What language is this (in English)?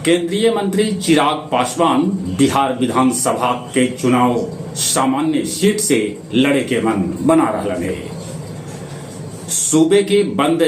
Magahi